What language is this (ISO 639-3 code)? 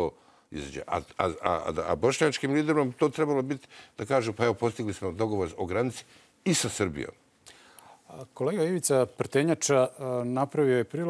hrv